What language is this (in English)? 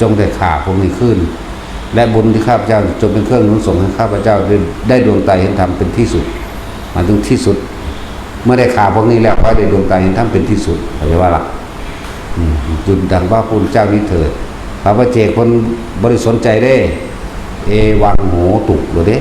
Northeastern Thai